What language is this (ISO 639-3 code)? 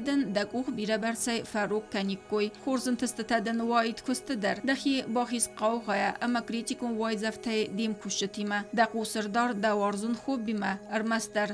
oss